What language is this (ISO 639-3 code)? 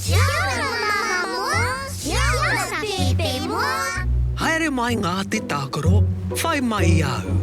mri